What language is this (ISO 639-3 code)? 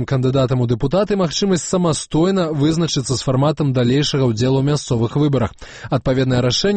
bel